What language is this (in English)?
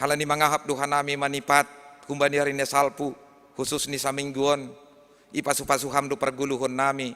Batak Simalungun